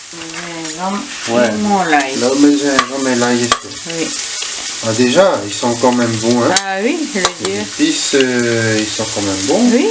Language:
Réunion Creole French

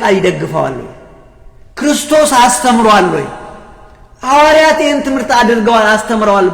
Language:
Amharic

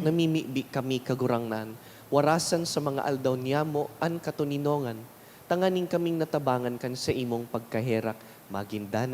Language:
Bikol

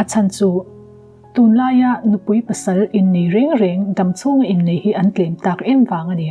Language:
Mizo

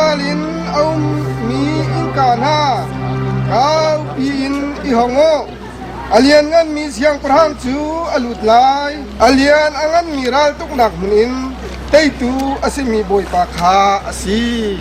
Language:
Hakha Chin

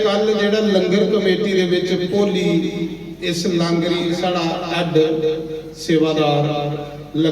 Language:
Dogri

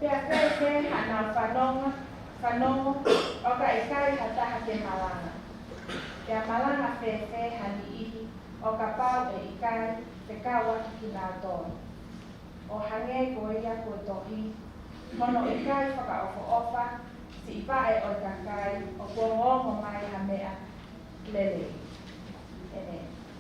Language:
Tongan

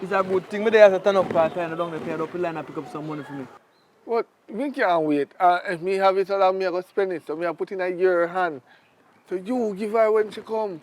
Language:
Jamaican Creole English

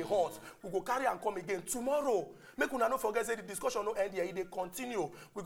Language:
Nigerian Pidgin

